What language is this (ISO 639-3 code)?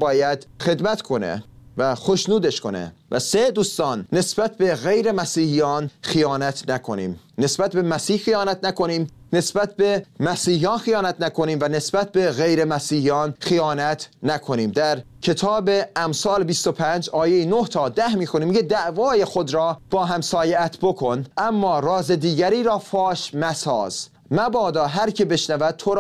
fas